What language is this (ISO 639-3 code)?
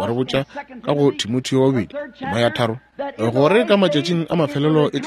nso